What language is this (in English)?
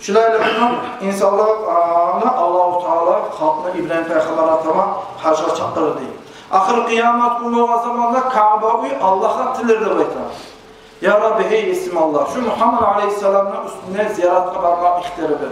Kumyk